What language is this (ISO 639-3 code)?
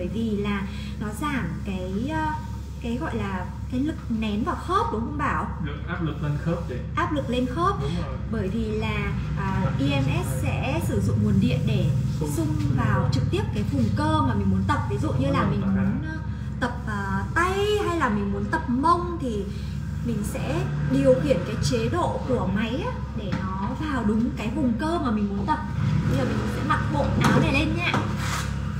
vie